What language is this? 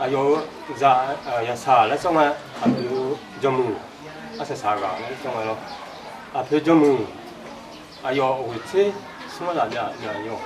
Akha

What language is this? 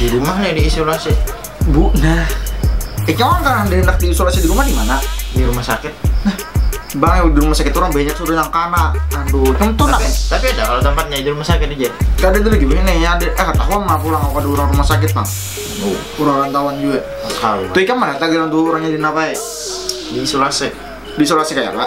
Banjar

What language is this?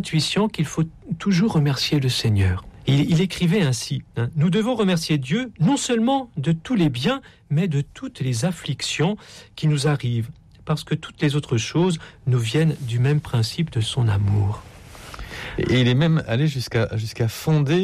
French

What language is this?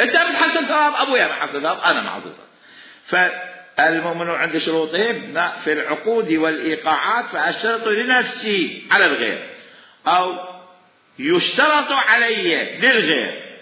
Mesopotamian Arabic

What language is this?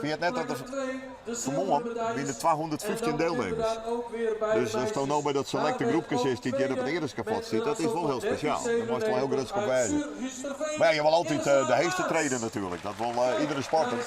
Western Frisian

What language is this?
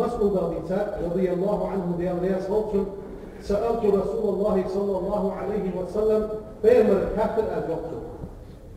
Ingush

